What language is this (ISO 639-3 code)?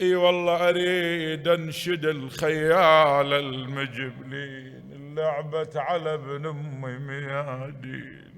acm